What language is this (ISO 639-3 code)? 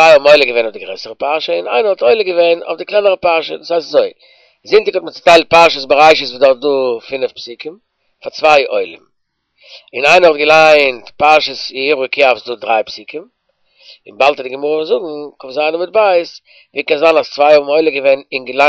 yid